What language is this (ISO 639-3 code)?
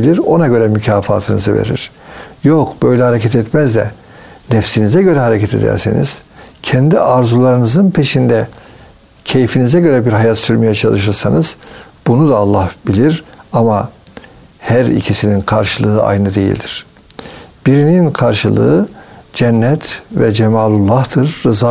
tur